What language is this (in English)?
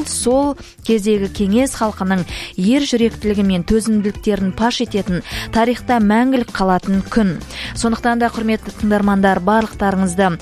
Kazakh